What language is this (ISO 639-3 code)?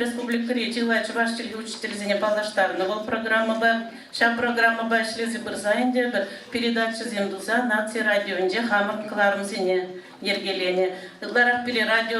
chv